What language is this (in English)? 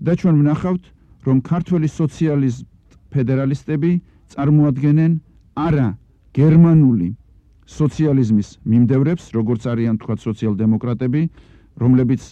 Georgian